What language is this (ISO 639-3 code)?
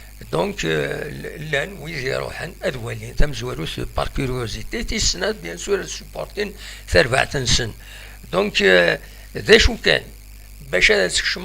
kab